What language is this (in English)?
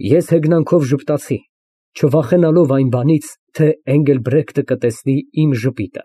Armenian